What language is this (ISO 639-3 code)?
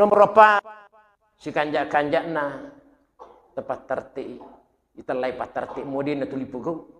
bug